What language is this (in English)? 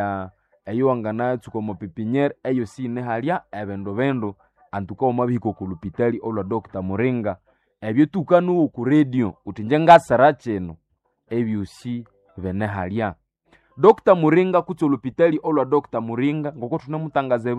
Nande